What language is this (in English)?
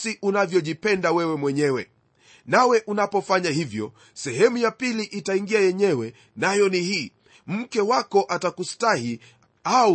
Swahili